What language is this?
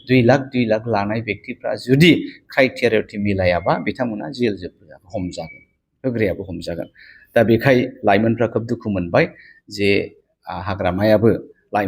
Bodo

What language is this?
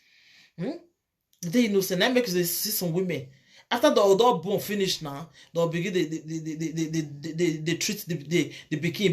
Nigerian Pidgin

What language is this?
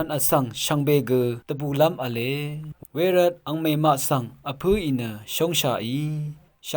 Rawang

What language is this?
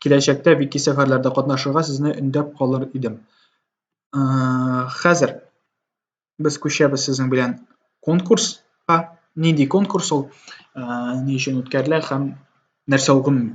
Tatar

